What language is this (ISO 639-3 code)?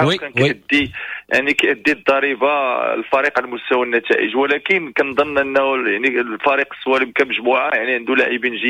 ary